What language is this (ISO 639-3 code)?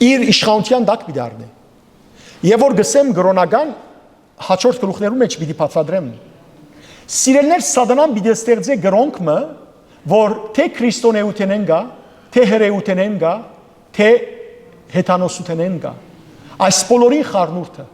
hyw